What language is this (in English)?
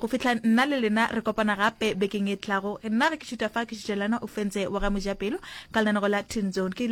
Northern Sotho